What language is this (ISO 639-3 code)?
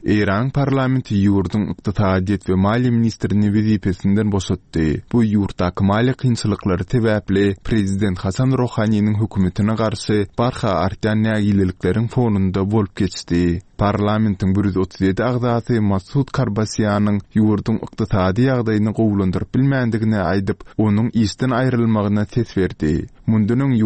tuk